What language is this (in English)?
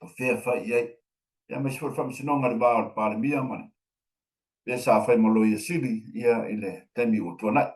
Samoan